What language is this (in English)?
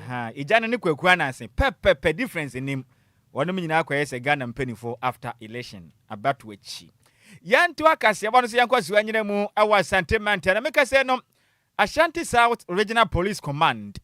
Akan